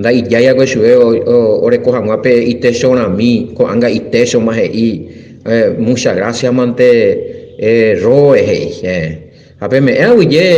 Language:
Guarani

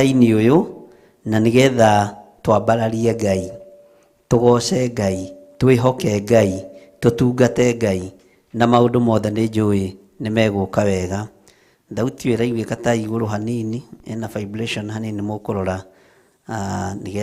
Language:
Kikuyu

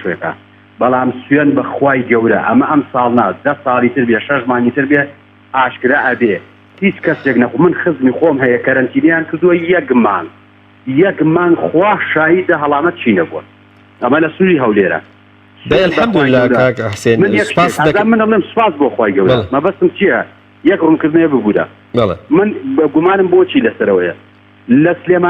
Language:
Central Kurdish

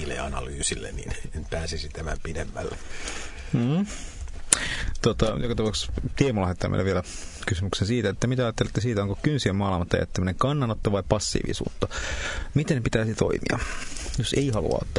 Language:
Finnish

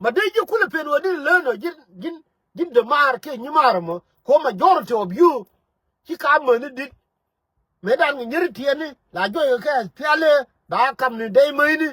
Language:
Nuer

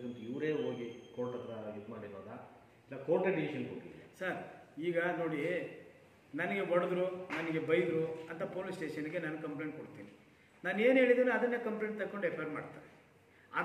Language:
Kannada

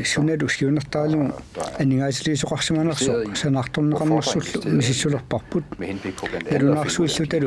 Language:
Kalaallisut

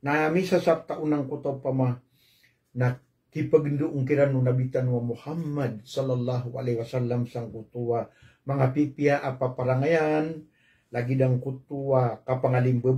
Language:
Maranao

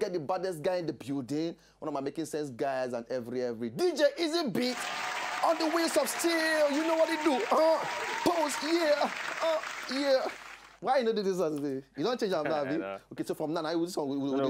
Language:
Nigerian Pidgin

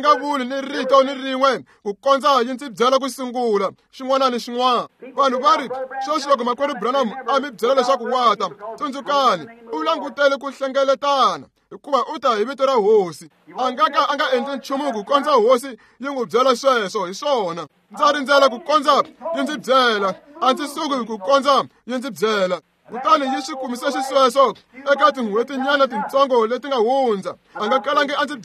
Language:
Tsonga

